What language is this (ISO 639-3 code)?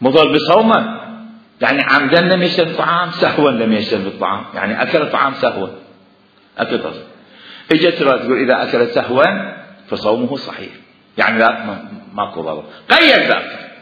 acm